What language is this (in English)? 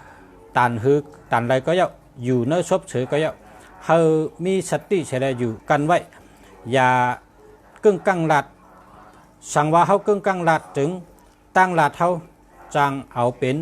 Shan